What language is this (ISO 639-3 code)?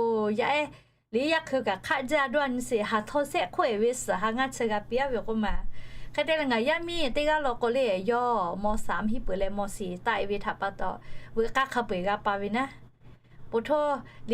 lhu